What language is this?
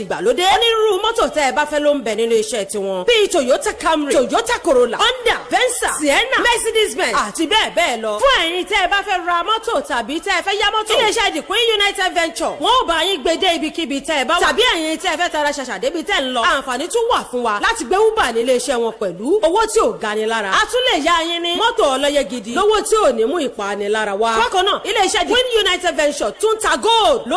Yoruba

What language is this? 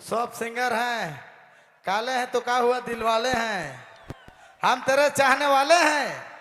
Sadri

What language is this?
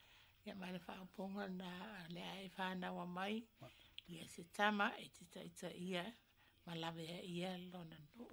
Samoan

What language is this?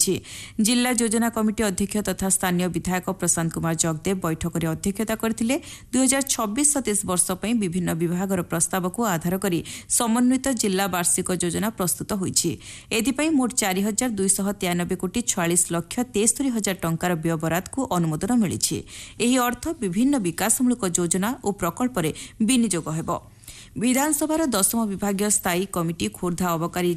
Odia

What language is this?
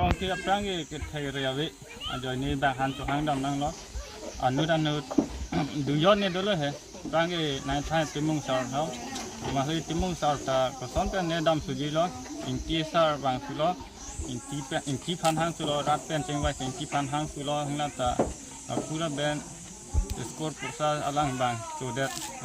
Karbi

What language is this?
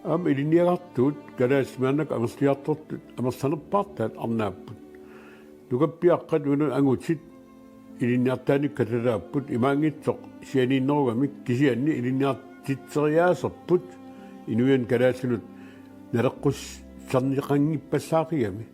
Kalaallisut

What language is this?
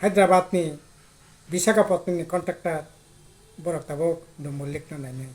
Kok Borok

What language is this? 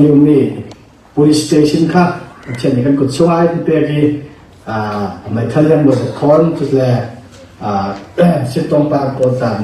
Falam Chin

